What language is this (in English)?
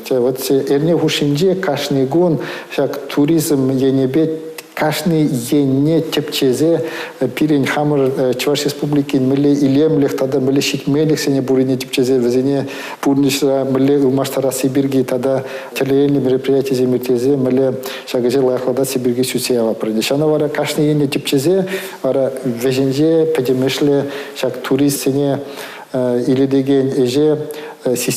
Chuvash